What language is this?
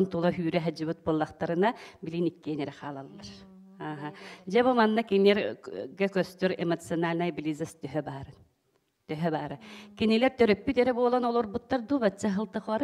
Yakut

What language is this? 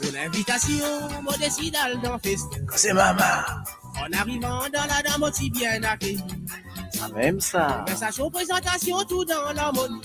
Morisyen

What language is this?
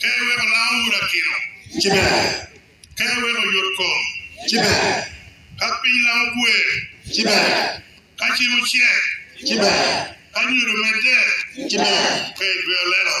Lango (Uganda)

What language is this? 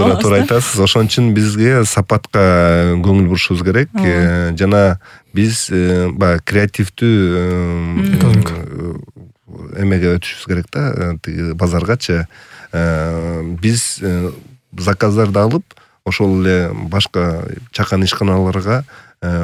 Kyrgyz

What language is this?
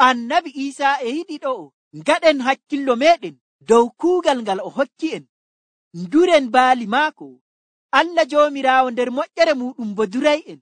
Nigerian Fulfulde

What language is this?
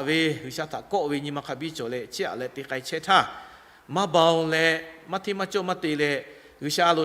Lahu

